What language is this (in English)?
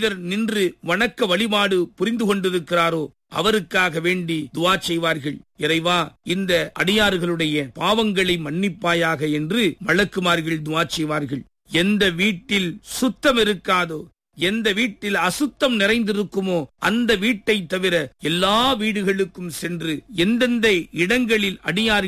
Tamil